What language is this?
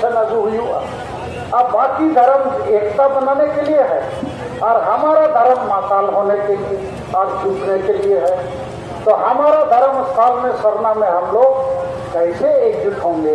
Santali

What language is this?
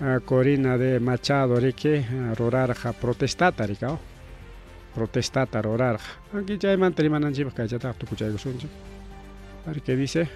Ayacucho Quechua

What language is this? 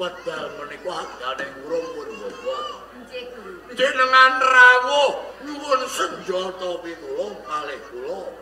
Javanese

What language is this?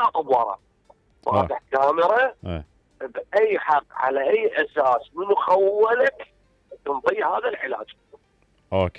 Mesopotamian Arabic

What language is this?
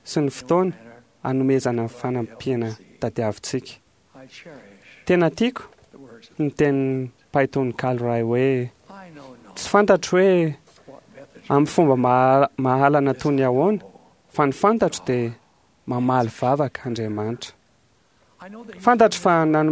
Malagasy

